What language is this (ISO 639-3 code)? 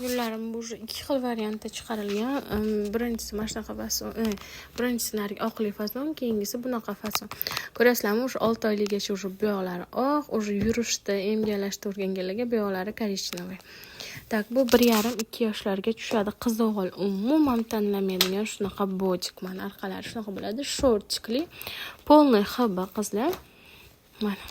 uzb